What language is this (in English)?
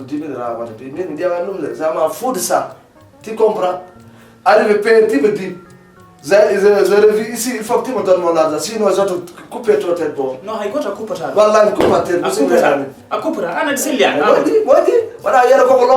Fula